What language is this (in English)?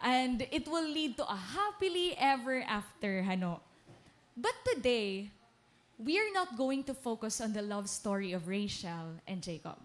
Waray